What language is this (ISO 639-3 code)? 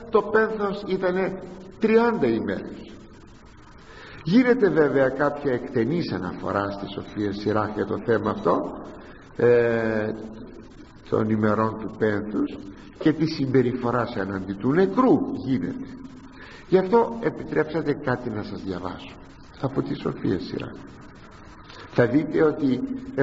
ell